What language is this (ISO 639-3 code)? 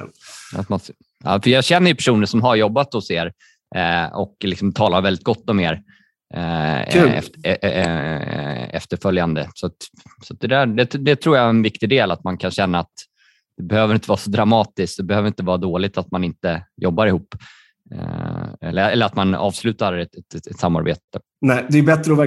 swe